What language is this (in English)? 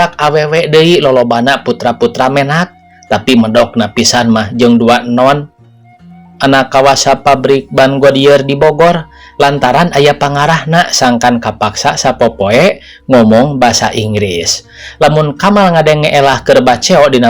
Sundanese